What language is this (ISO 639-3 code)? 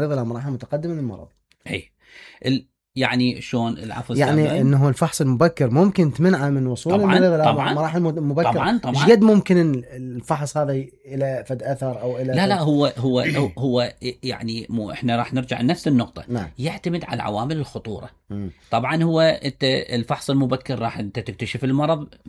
acm